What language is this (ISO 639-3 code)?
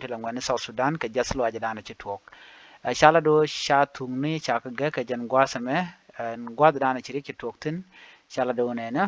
nus